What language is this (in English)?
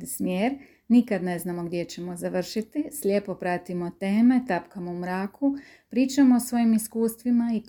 Croatian